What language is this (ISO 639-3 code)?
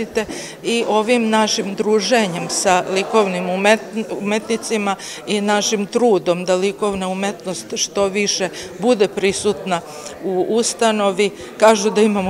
srp